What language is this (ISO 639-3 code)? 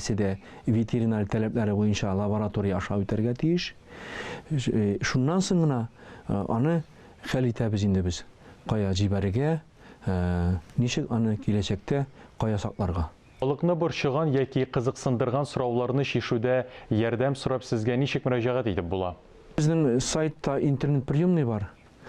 tat